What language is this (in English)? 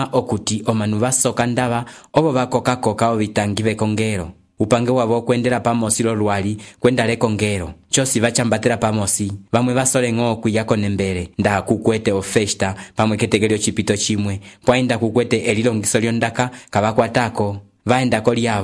Umbundu